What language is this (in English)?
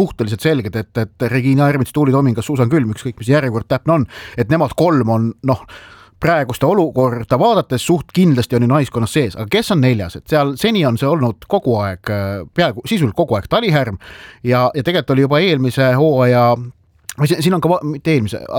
Estonian